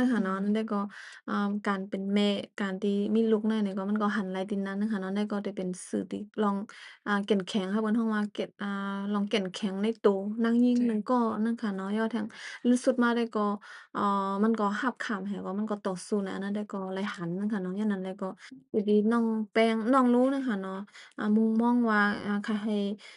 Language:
Shan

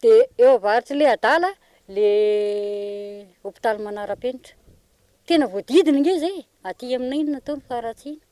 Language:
Malagasy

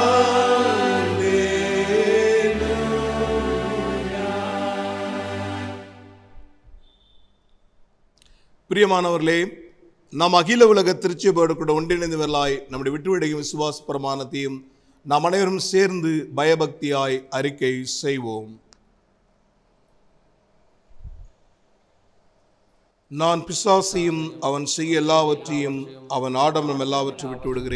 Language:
Tamil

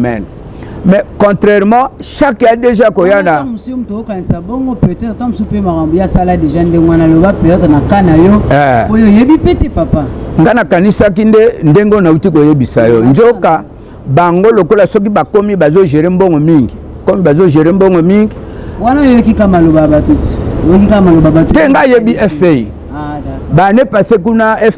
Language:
Lingala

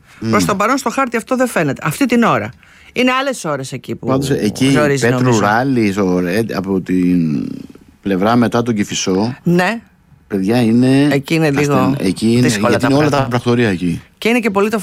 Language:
Greek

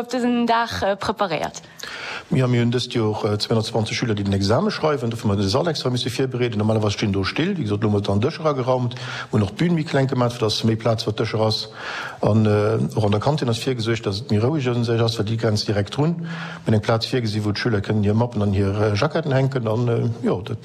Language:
Luxembourgish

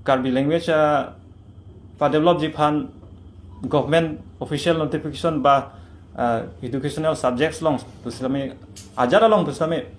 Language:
Karbi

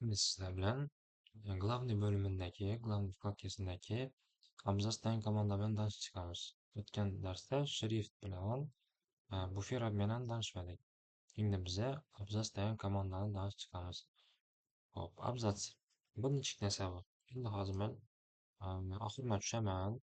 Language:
Uzbek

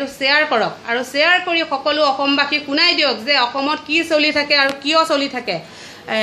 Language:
Assamese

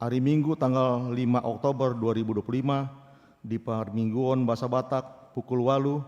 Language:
Batak Toba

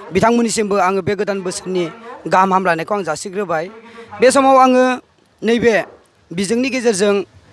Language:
Bodo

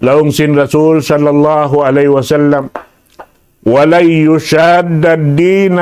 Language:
Tausug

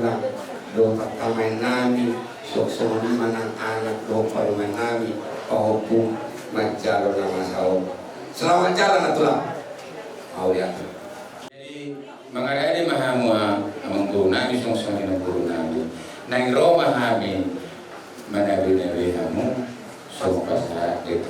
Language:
Batak Toba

